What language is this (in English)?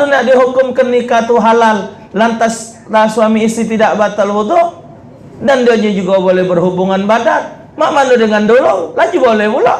Musi